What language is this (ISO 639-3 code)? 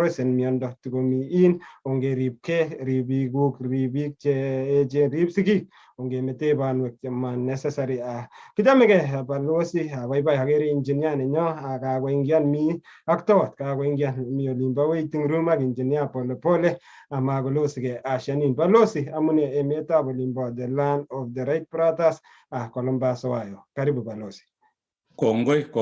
kln